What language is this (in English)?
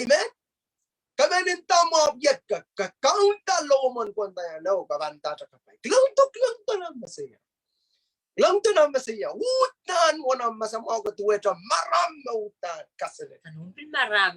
Pohnpeian